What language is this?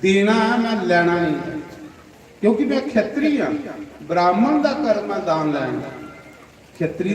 Dogri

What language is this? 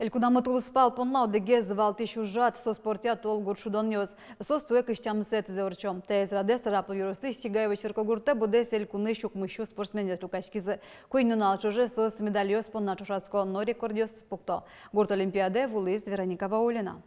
Udmurt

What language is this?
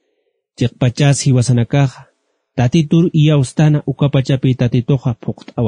Aymara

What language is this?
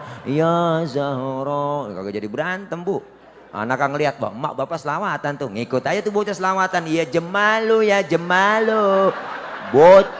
Betawi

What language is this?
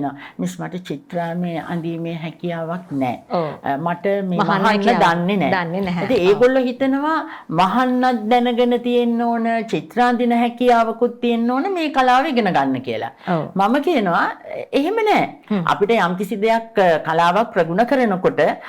Sinhala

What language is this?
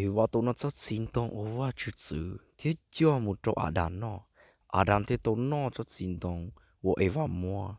Hmong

